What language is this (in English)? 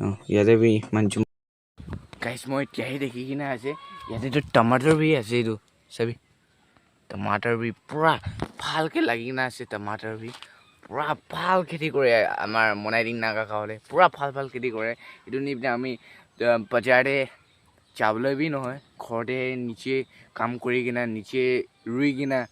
Naga Pidgin